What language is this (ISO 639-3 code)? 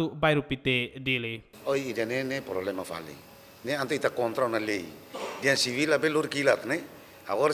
tet